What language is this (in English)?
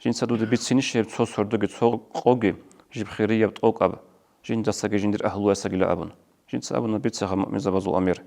Avaric